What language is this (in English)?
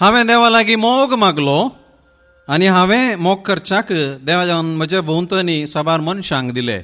Konkani